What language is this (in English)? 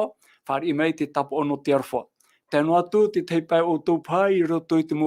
Tahitian